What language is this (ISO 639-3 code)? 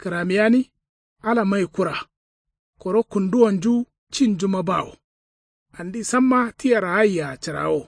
kau